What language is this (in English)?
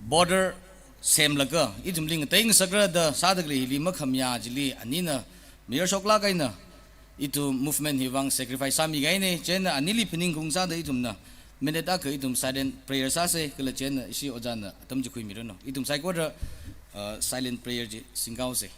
Tangkhul Naga (India)